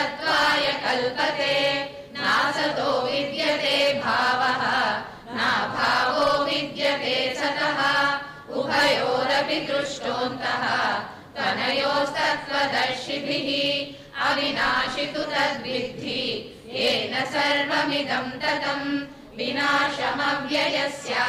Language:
Sanskrit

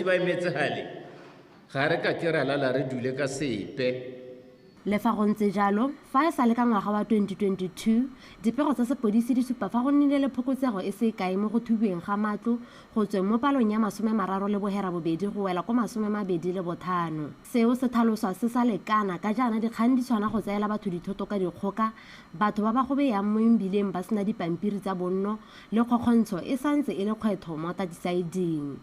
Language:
Tswana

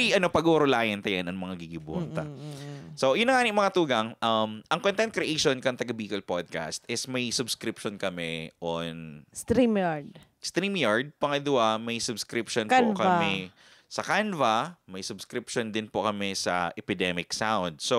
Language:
Bikol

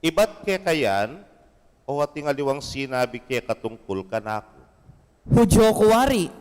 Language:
Pampanga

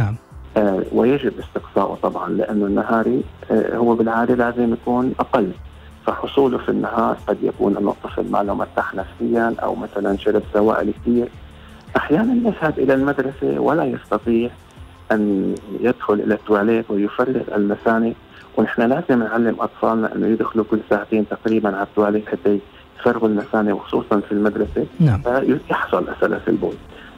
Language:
Arabic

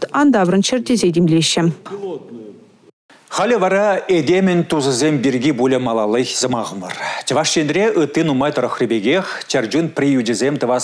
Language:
Chuvash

